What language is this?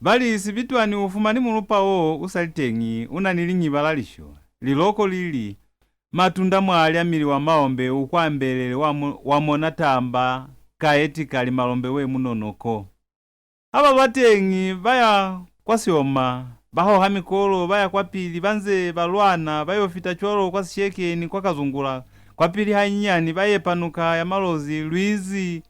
Lozi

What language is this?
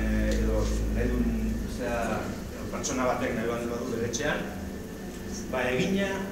Basque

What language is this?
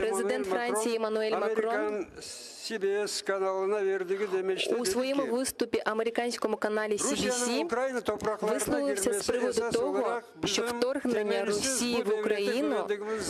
Crimean Tatar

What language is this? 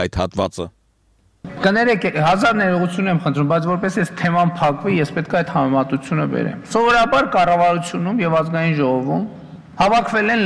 Armenian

